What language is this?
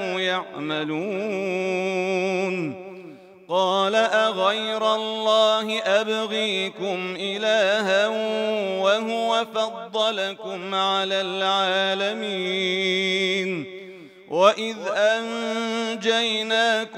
Arabic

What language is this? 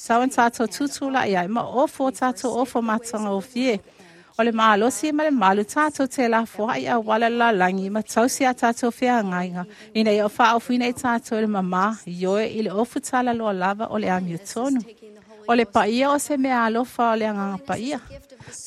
Samoan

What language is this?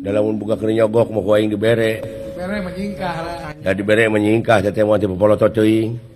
Sundanese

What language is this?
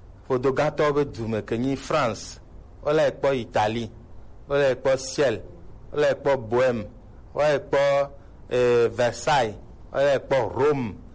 Gen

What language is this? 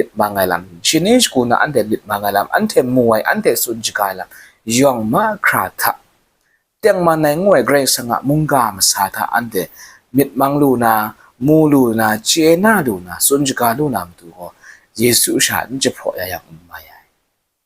Kachin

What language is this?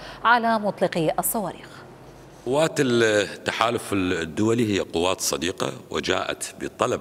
Mesopotamian Arabic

